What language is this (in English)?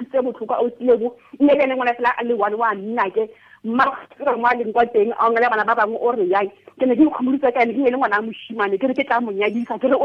Tswana